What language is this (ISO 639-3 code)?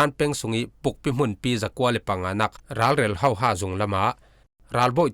cfm